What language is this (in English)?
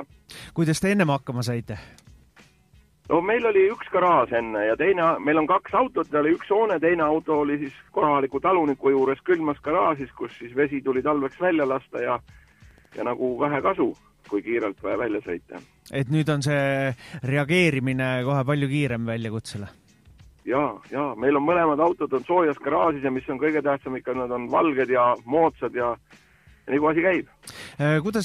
Estonian